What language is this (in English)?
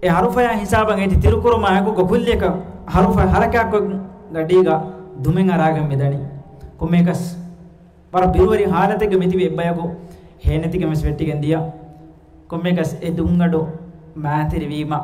Divehi